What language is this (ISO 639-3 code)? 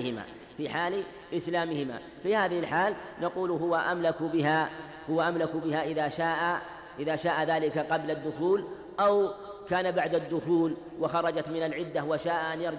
ara